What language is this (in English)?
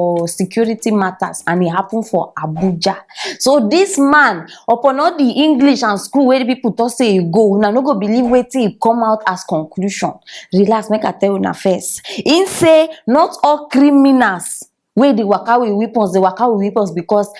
Nigerian Pidgin